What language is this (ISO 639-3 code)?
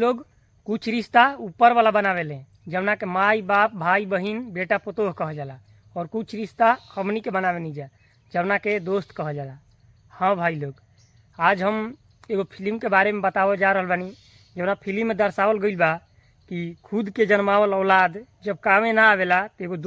bho